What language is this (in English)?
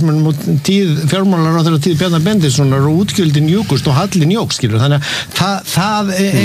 Icelandic